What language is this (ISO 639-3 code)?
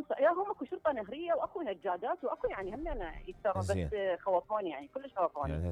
acm